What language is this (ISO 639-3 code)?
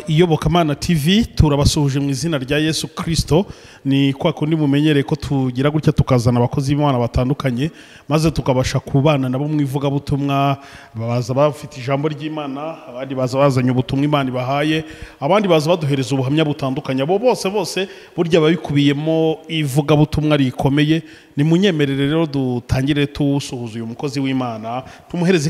kin